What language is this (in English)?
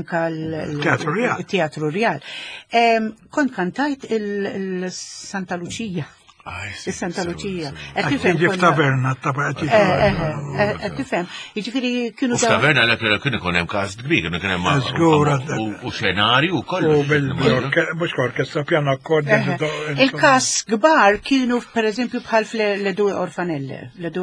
Maltese